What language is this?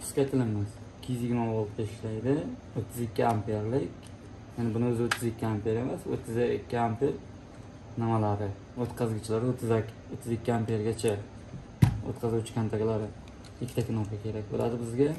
Uzbek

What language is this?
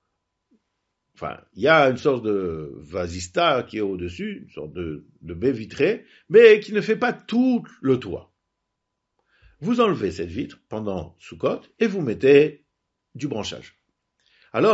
French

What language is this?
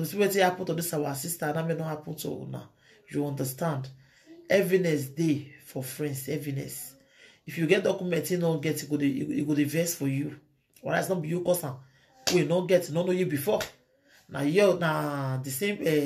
Nigerian Pidgin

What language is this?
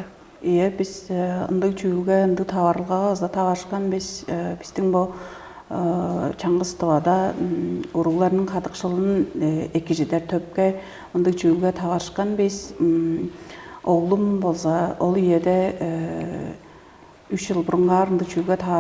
Tuvinian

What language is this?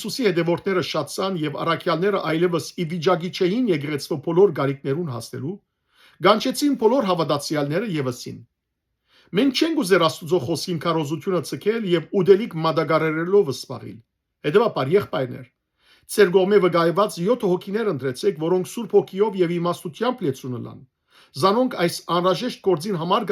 Western Armenian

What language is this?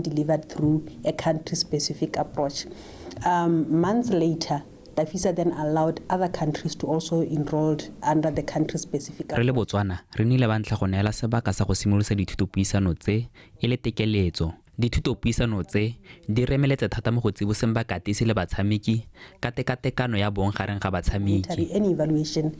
Tswana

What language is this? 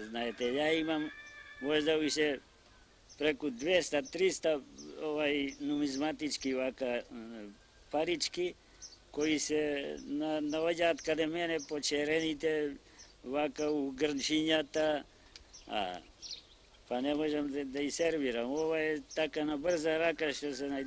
Macedonian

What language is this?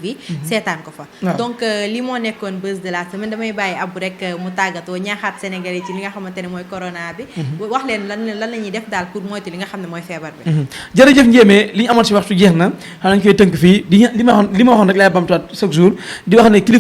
Wolof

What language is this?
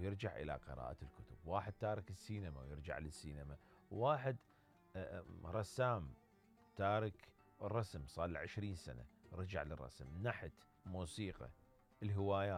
Mesopotamian Arabic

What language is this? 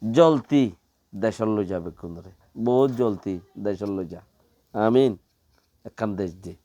Rohingya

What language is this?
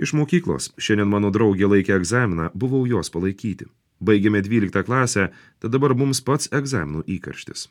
Lithuanian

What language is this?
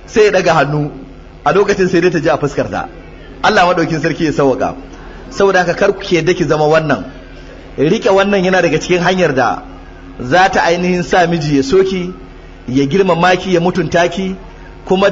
Hausa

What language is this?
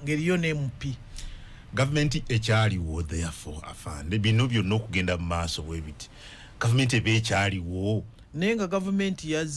Ganda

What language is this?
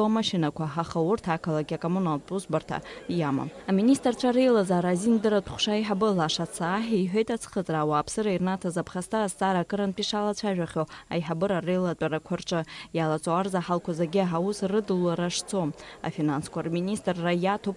Abkhazian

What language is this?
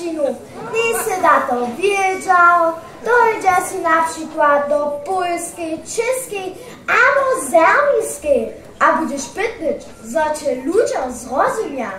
Upper Sorbian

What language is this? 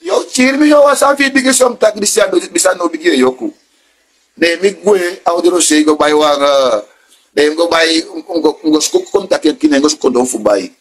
Sranan Tongo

